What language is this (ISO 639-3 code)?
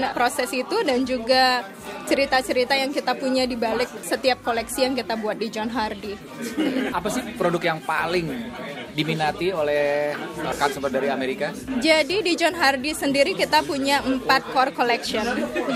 ind